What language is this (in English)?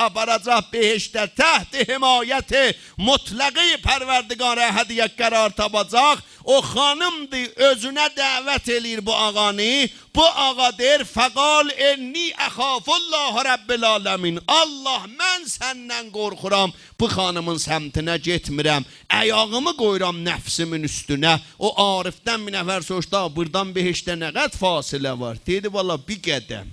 South Azerbaijani